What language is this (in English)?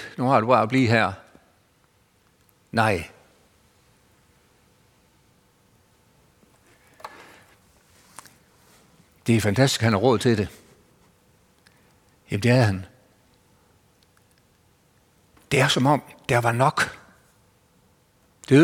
Danish